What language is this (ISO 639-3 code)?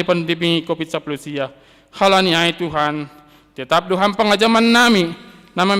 bts